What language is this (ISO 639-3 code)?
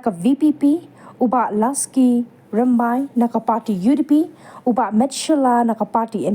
kha